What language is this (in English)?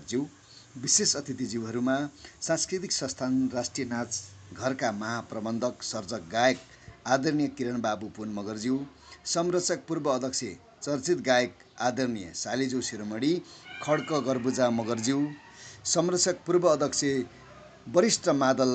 Nepali